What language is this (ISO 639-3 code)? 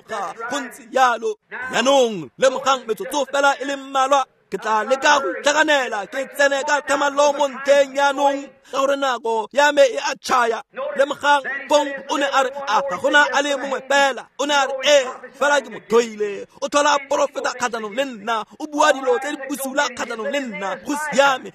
tsn